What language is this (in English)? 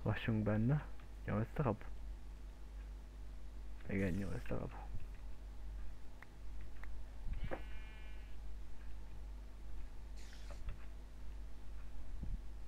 Hungarian